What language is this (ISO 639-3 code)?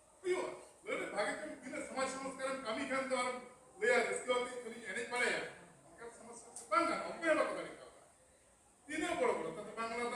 sat